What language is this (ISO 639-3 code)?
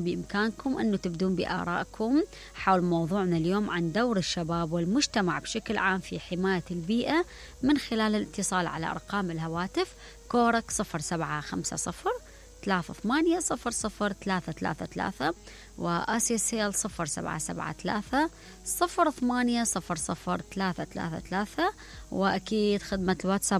acm